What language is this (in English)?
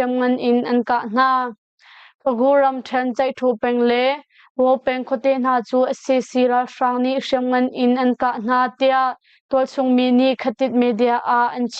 Hakha Chin